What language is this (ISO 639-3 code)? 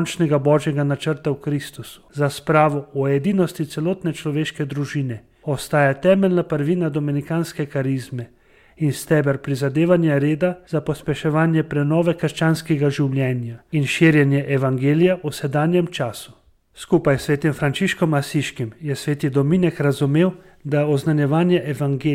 slv